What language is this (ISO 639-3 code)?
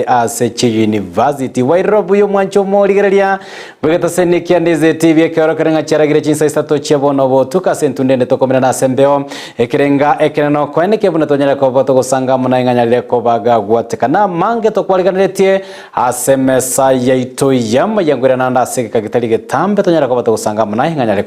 guz